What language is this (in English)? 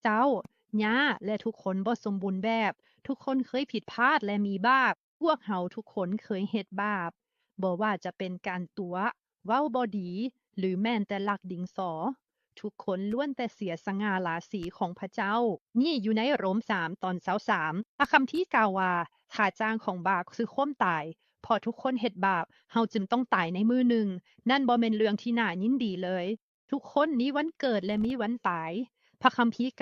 Lao